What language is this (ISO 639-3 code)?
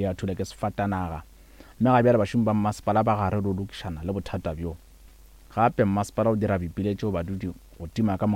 nso